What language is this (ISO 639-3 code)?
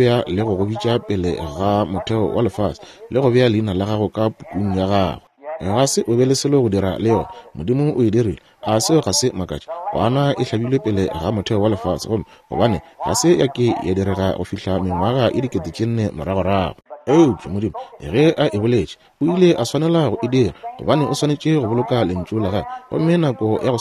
nso